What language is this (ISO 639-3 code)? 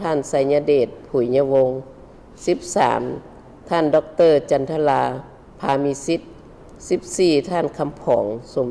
lao